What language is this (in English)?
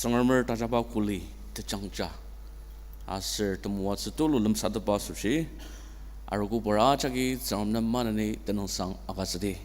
Ao Naga